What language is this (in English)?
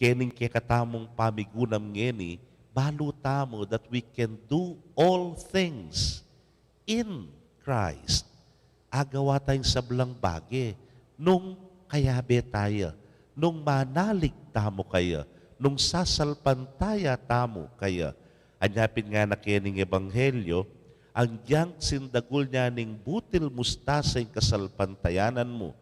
Pampanga